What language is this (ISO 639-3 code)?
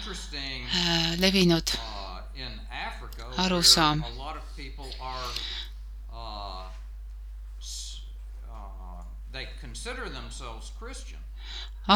est